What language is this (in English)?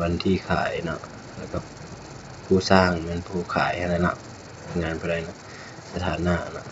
Lao